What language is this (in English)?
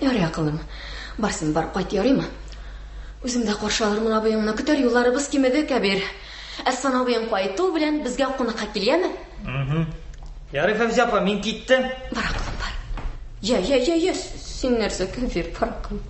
Tatar